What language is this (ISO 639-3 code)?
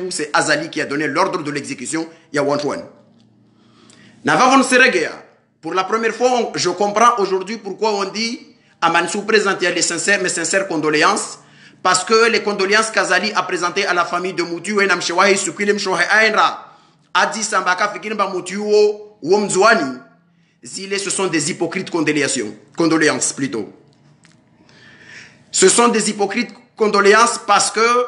zdj